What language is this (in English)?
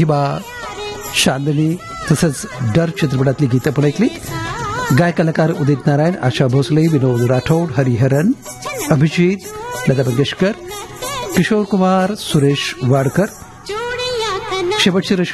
Marathi